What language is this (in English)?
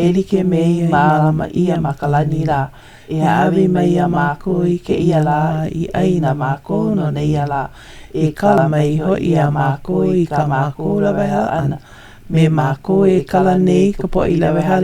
Hawaiian